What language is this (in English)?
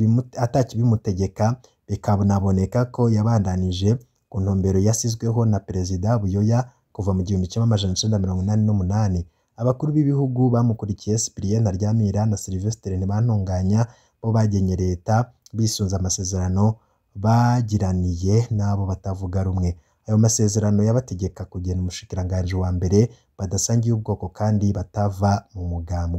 Rundi